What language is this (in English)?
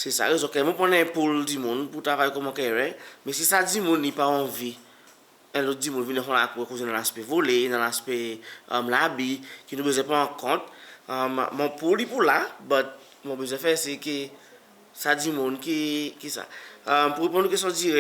Seselwa Creole French